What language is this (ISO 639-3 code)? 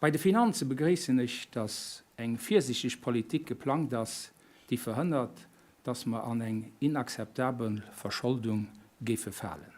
ltz